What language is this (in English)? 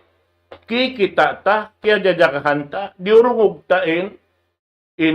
Tausug